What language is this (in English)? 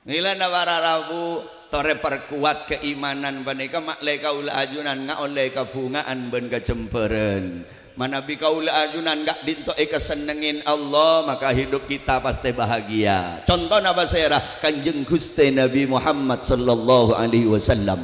Madurese